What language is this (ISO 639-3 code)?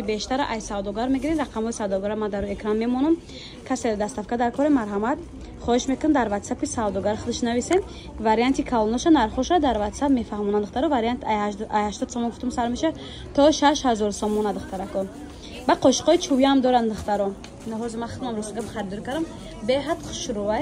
tgk